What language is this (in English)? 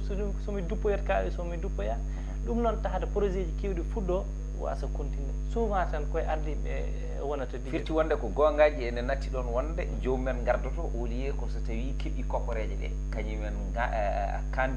Fula